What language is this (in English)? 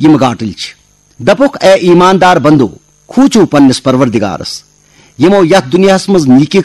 Kashmiri